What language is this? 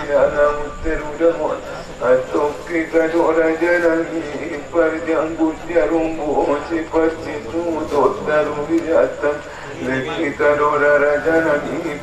Batak Angkola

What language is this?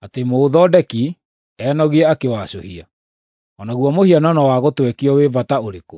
Kikuyu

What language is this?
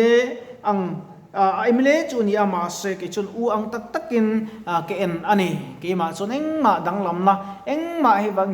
Mizo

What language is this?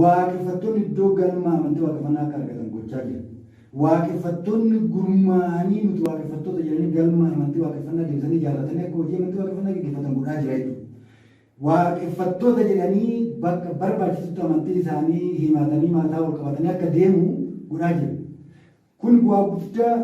Oromo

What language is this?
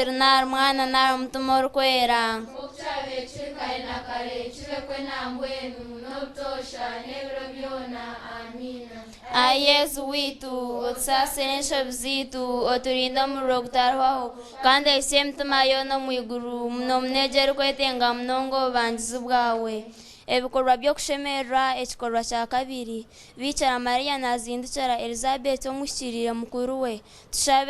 Nyankole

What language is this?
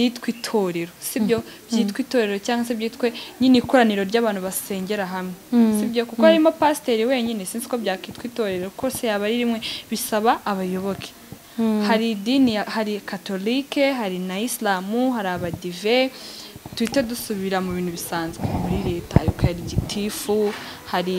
Kinyarwanda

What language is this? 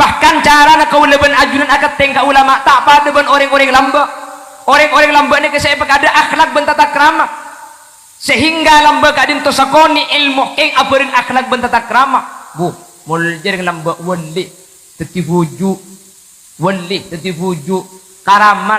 Madurese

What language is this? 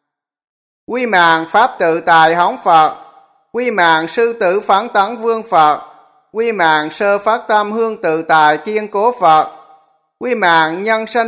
Vietnamese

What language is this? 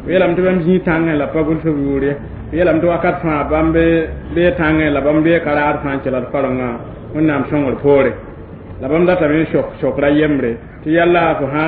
Mossi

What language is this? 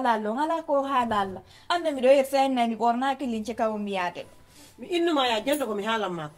Fula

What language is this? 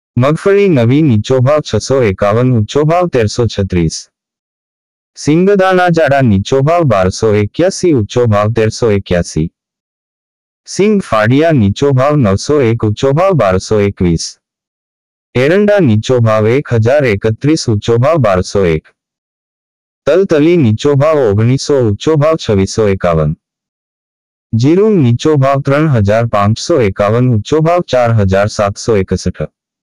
Gujarati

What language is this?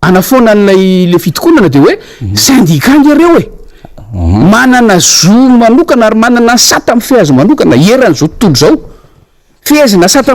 Malagasy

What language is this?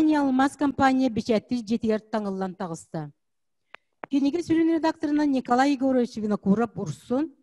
Yakut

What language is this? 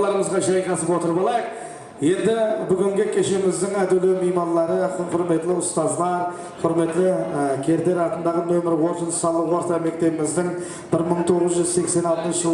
Kara-Kalpak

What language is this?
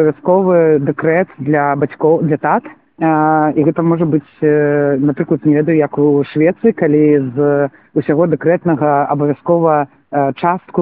Belarusian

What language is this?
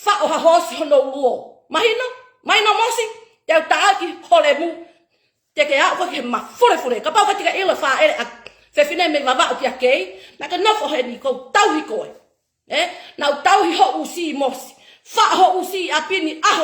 Tongan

